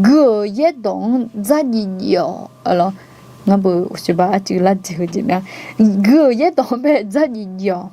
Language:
Akha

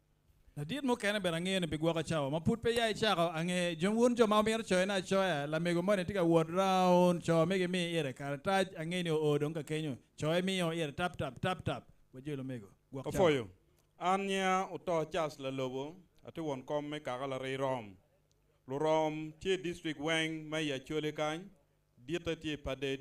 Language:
Acoli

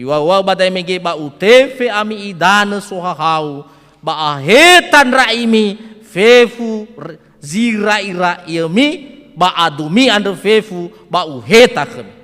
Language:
Nias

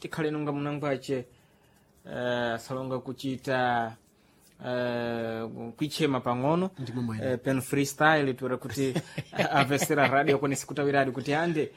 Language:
Sena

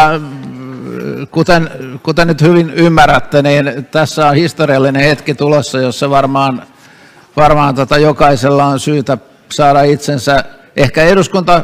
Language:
Finnish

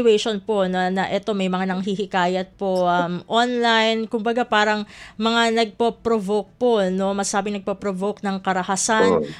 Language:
Filipino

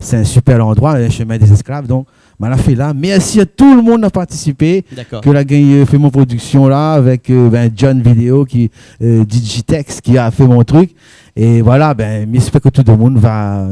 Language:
Réunion Creole French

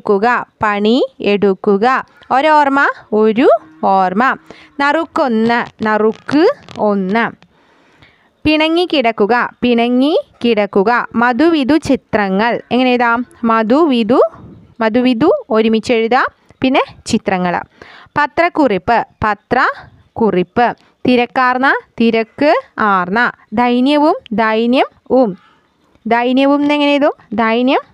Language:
Malayalam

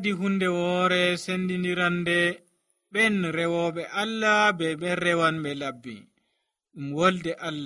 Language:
Nigerian Fulfulde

